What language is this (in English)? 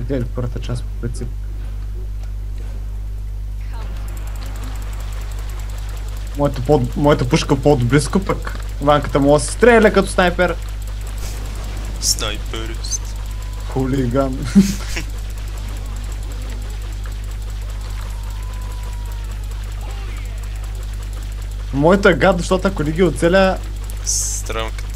Bulgarian